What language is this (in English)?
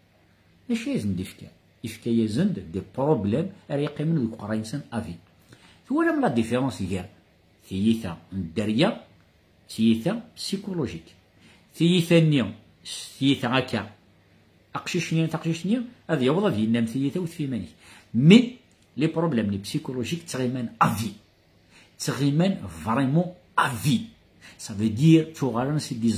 Kabyle